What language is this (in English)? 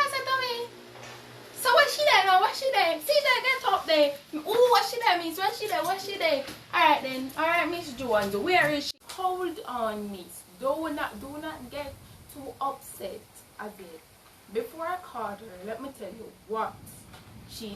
Jamaican Creole English